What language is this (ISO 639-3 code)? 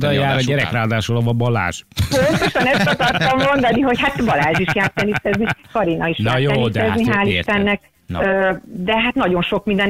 hun